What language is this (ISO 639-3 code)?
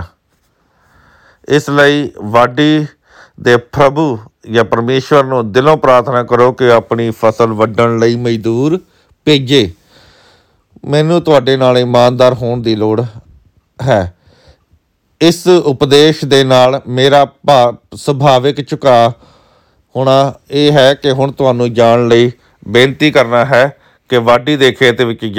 pan